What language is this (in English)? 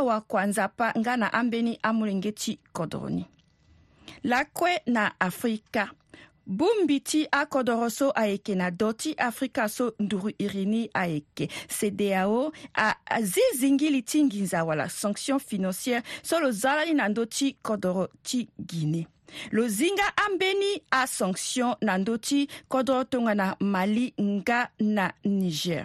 Sango